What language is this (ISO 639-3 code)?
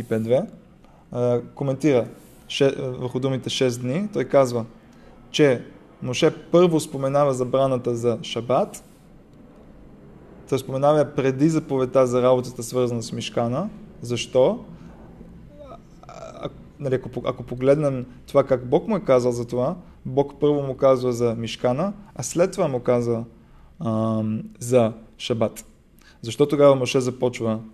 bul